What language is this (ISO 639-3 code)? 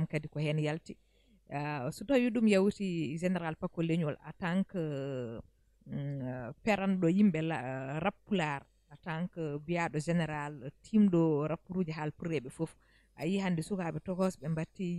ful